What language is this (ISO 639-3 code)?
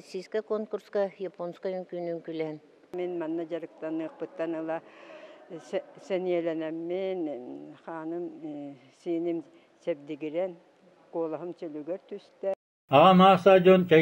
sah